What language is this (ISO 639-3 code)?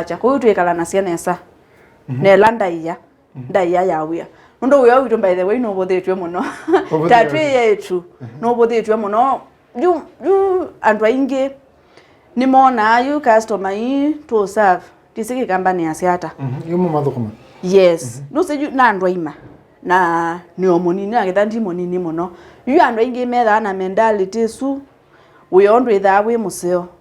kam